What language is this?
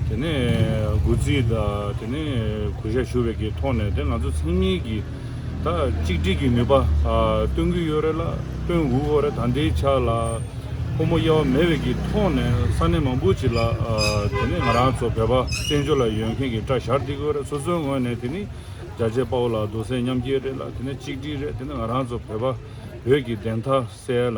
Tibetan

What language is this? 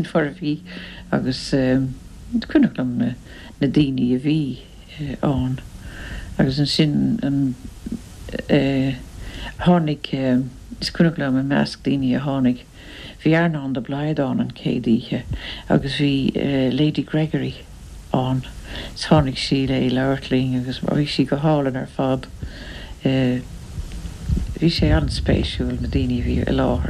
Irish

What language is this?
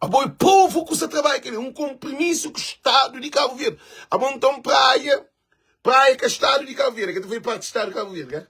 Kabuverdianu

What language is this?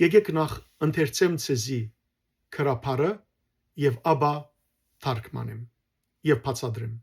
Western Armenian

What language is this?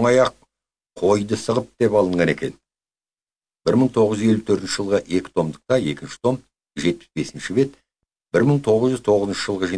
Kazakh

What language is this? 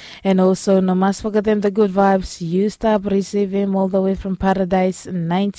Bislama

